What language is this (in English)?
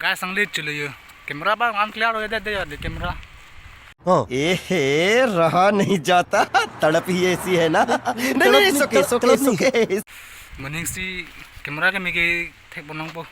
Karbi